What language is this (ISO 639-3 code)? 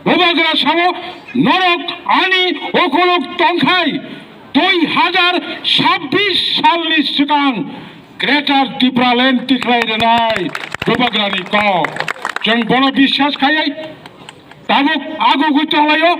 trp